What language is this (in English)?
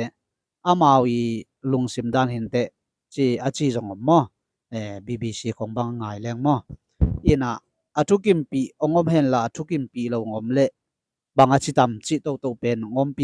Tedim Chin